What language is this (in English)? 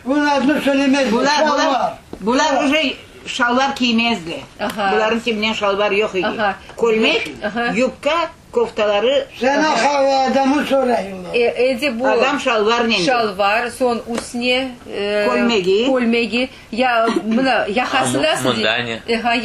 Crimean Tatar